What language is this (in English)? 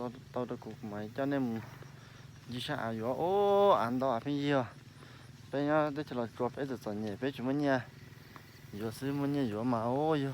Hmong